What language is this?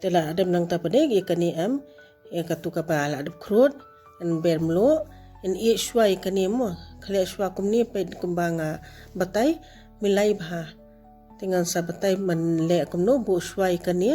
Khasi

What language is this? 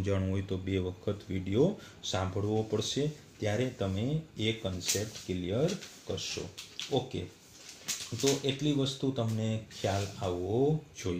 Gujarati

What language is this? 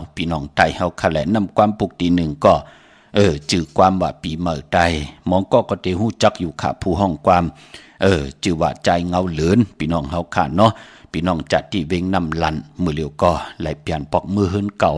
Shan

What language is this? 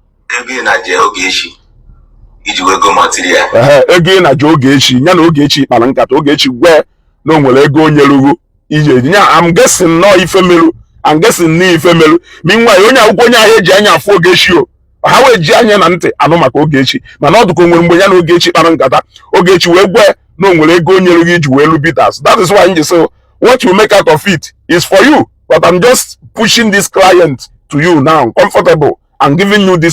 Igbo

